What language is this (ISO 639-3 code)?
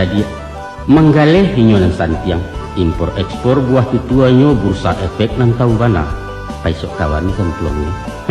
min